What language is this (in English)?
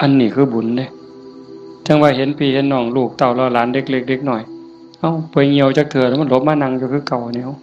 Northeastern Thai